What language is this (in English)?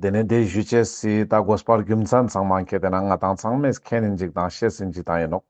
Ladakhi